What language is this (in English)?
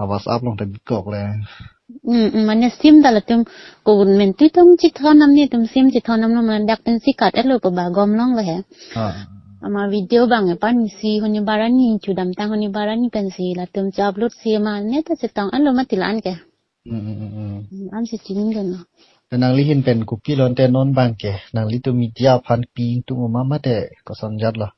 Karbi